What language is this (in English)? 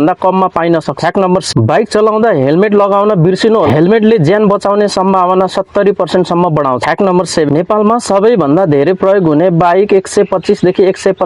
Nepali